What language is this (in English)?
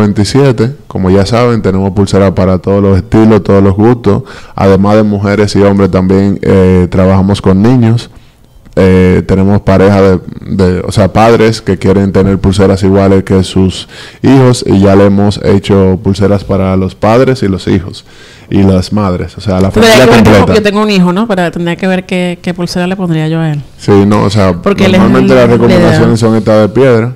Spanish